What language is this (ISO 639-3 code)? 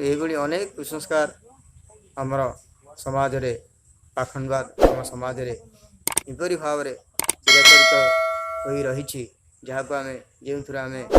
ori